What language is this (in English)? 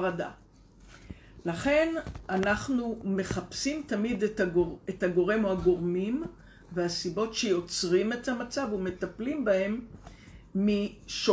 Hebrew